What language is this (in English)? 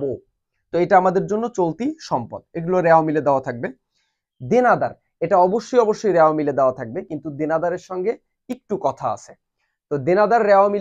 Bangla